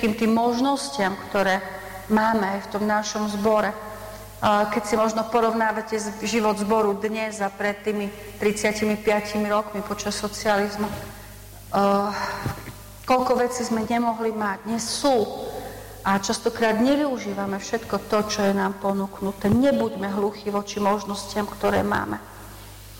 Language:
Slovak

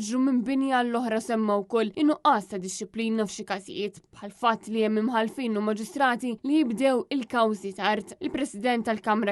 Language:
Maltese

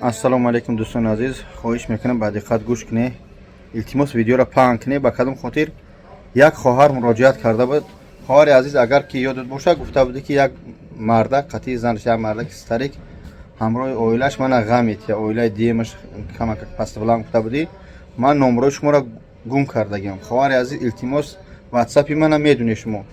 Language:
Tajik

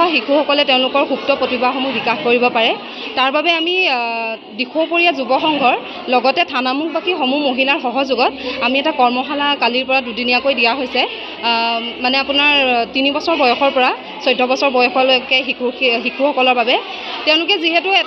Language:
Assamese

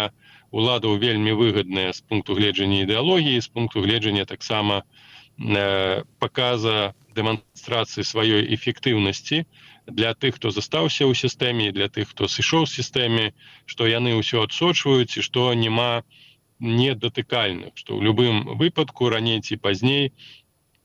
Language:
Belarusian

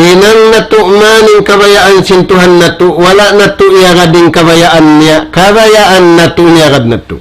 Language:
Tausug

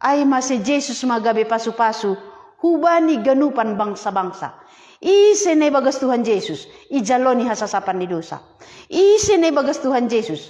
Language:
Batak Simalungun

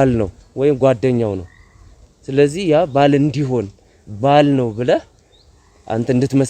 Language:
Amharic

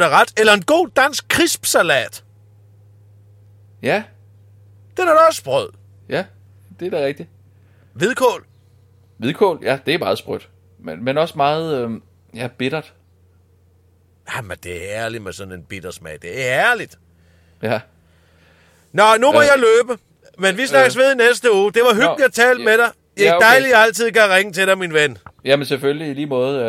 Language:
Danish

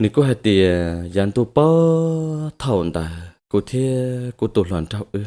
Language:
Hmong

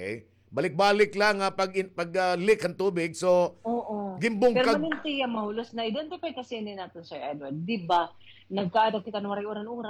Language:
Waray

